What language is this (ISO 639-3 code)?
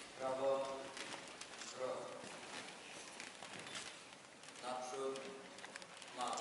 pol